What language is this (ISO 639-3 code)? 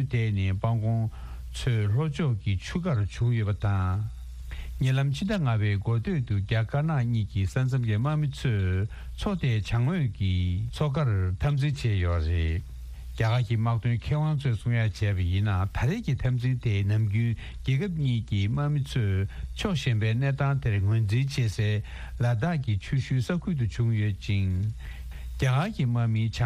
bod